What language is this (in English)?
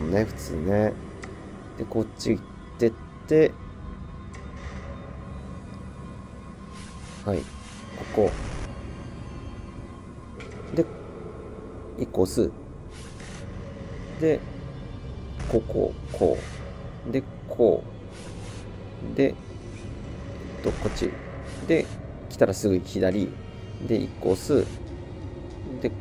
Japanese